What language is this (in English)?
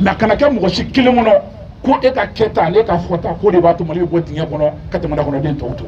Bambara